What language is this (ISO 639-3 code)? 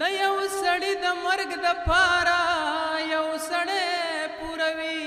pus